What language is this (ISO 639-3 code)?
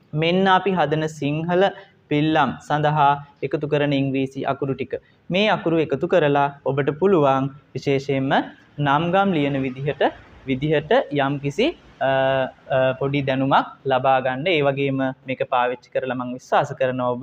sin